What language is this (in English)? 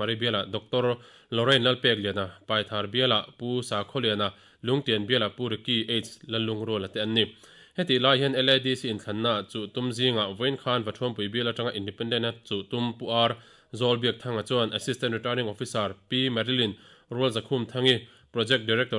Mizo